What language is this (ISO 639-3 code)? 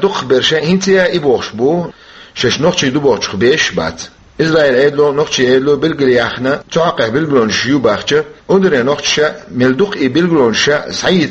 che